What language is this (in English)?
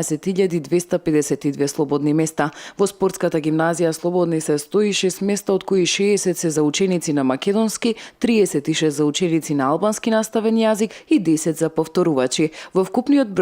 Macedonian